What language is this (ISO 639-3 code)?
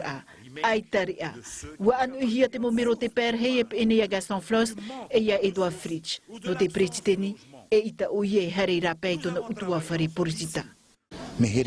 tah